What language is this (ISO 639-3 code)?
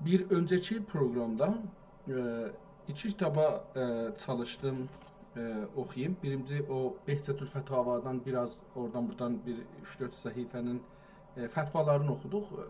azb